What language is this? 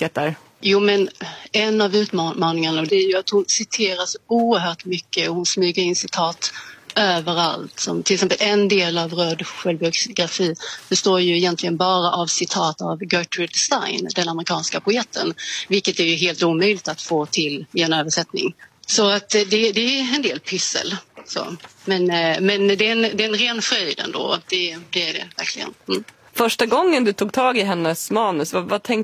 Swedish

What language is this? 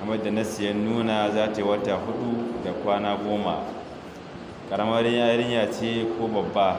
Hausa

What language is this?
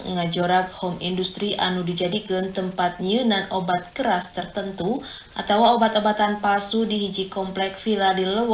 Sundanese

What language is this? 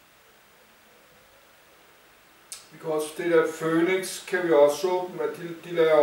Danish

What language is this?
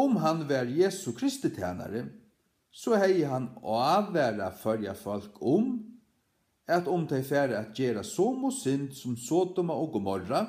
Faroese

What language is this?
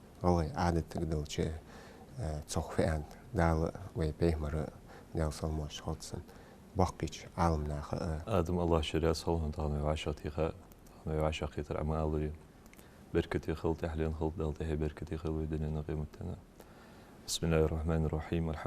Ingush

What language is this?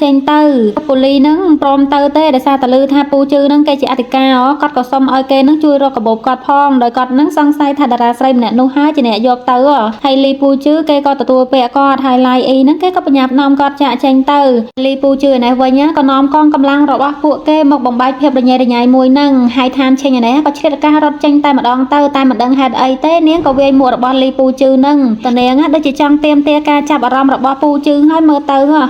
Khmer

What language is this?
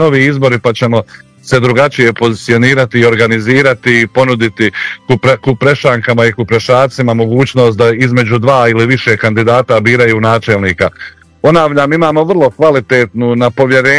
Croatian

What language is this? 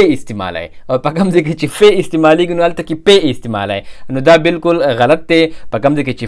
Pashto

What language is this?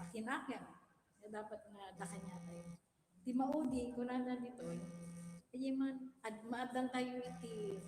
Iloko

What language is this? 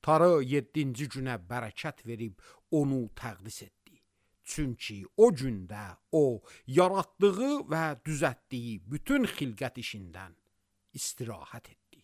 Azerbaijani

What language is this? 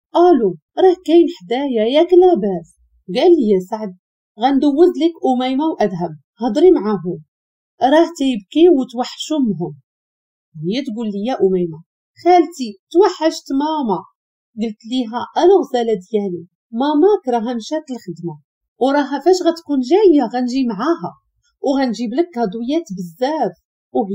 Moroccan Arabic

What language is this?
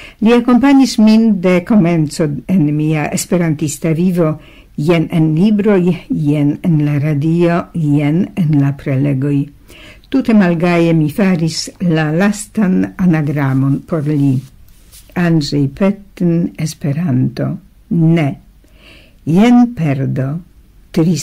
Esperanto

